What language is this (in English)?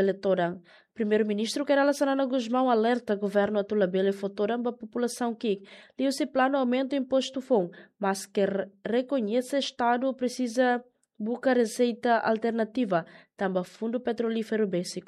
Tetum